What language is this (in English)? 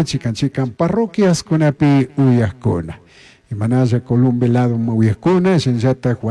Chimborazo Highland Quichua